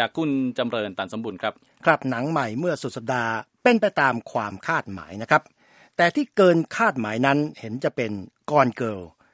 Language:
Thai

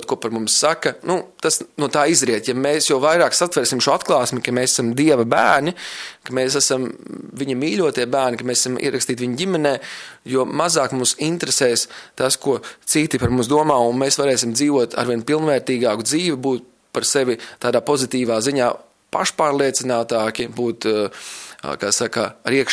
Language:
Latvian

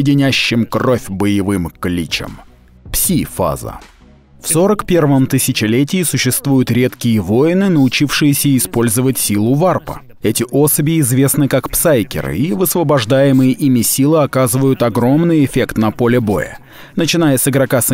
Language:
Russian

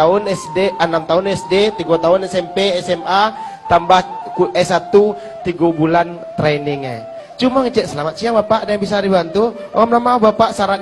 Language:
Minangkabau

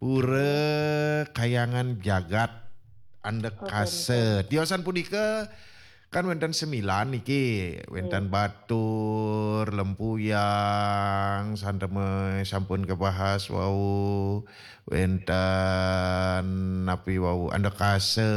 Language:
Balinese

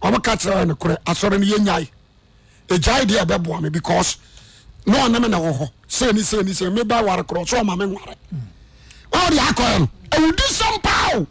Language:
Akan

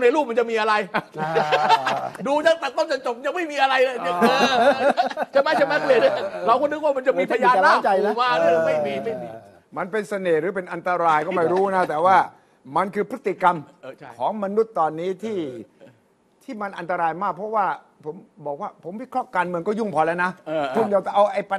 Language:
Thai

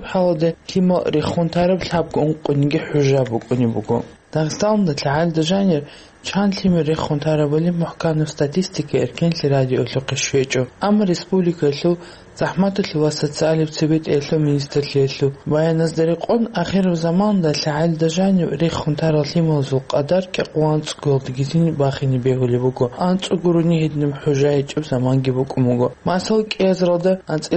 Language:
Avaric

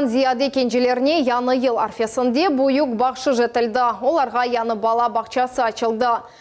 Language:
Crimean Tatar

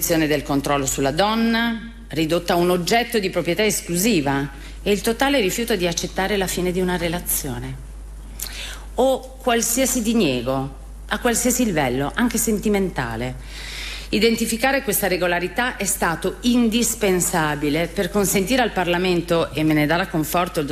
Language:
Italian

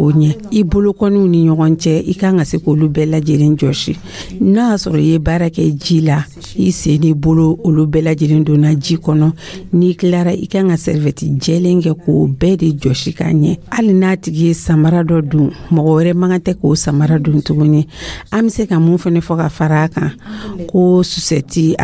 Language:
Dyula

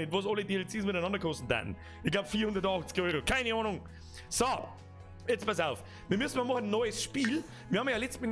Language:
Bavarian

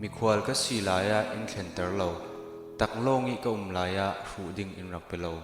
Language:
Falam Chin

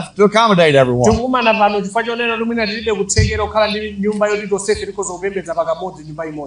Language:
Nyanja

